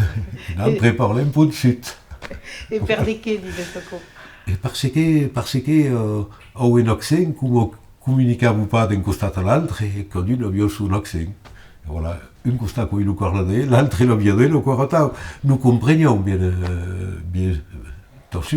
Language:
Occitan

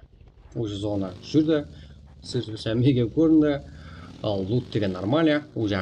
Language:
Kara-Kalpak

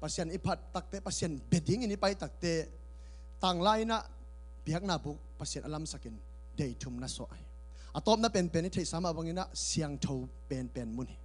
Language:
Tedim Chin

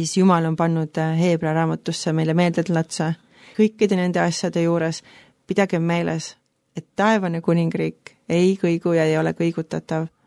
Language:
Estonian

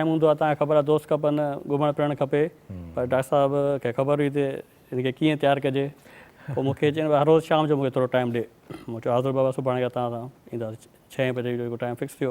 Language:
Sindhi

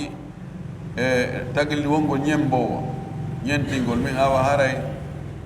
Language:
Pular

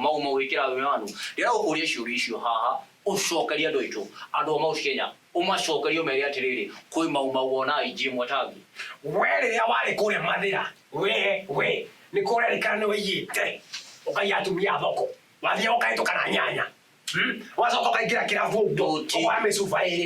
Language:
Kikuyu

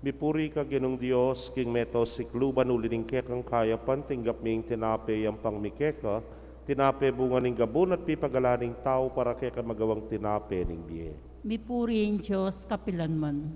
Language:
Pampanga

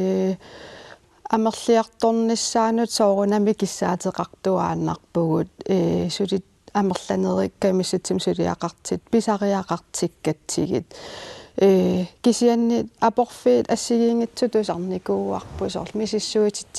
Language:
Kalaallisut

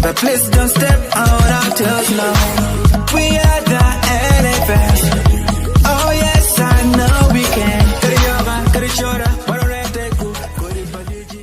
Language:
Acoli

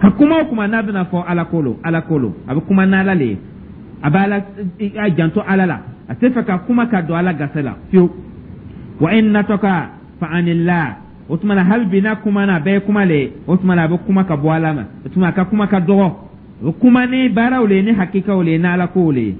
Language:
Dyula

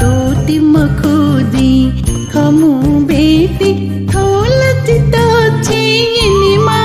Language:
Newari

